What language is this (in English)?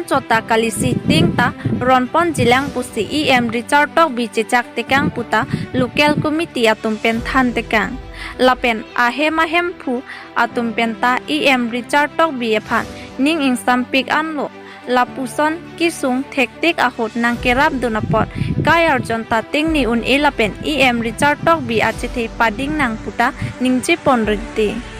Karbi